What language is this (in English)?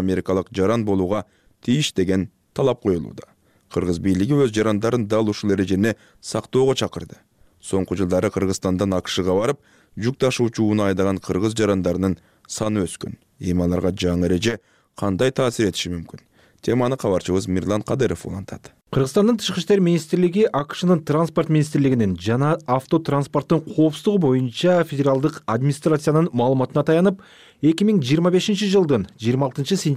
Kyrgyz